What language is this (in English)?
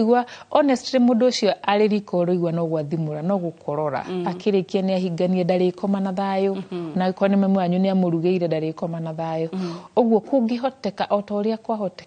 Kikuyu